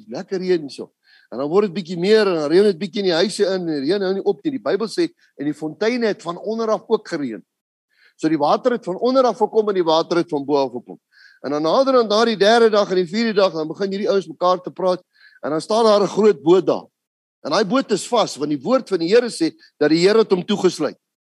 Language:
Afrikaans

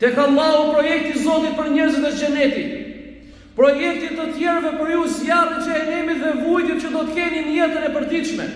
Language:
Albanian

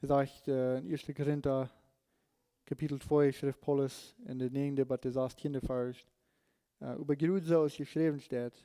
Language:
Plautdietsch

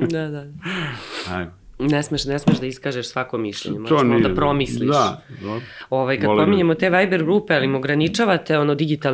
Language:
Serbian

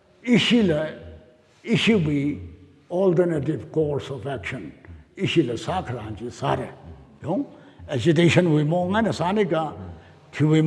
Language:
Tangkhul Naga (India)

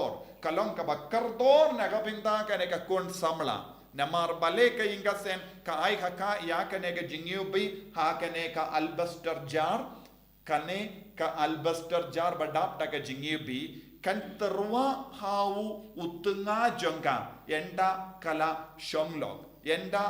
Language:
Khasi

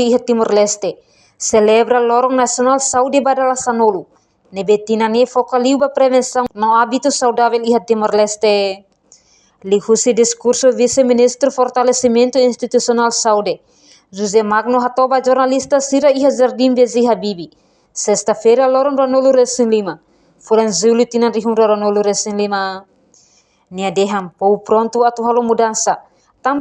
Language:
Tetum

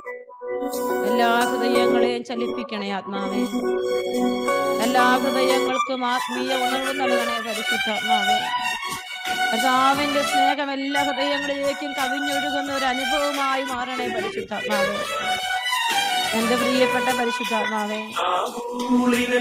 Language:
Malayalam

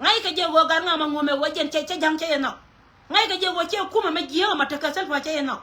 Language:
Nuer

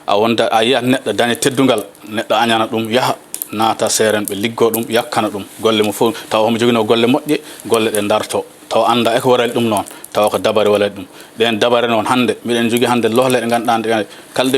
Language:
Fula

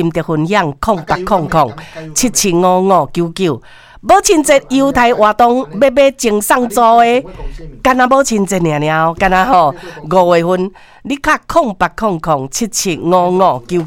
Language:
Min Nan Chinese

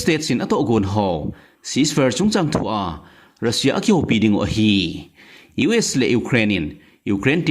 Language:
Thado Chin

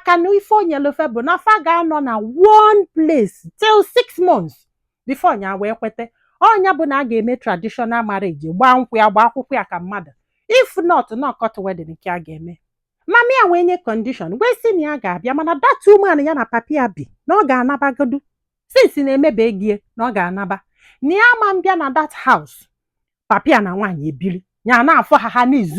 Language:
Igbo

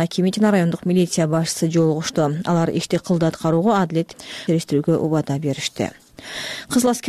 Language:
Kyrgyz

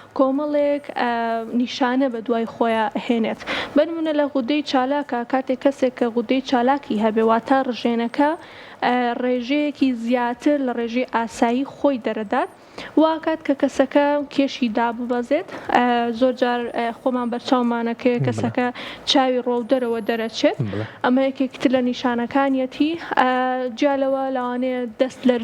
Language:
Central Kurdish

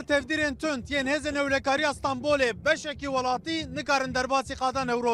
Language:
Kurdish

